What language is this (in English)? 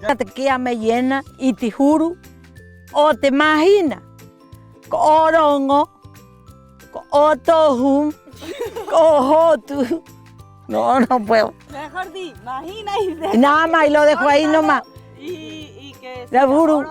Rapanui